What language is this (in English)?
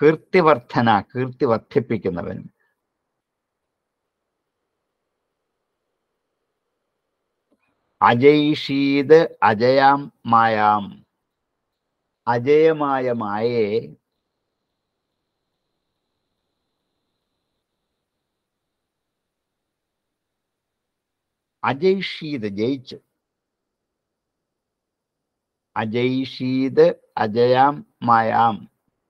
Malayalam